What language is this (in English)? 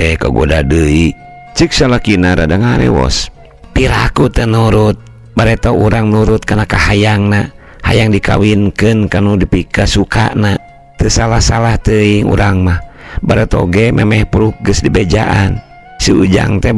Sundanese